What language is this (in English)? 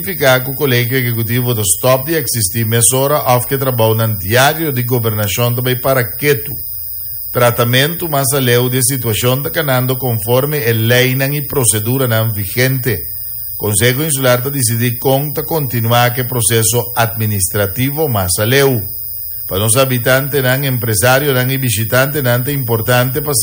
Papiamento